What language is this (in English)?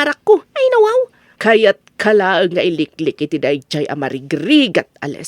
Iloko